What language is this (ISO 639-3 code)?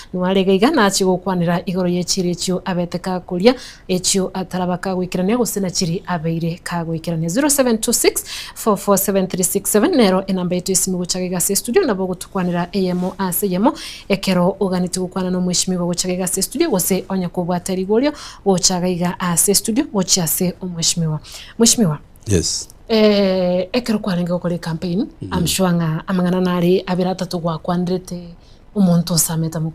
guz